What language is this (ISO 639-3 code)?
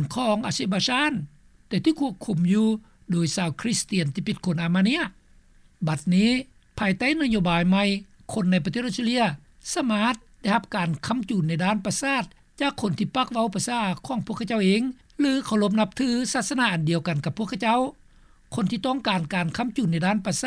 lao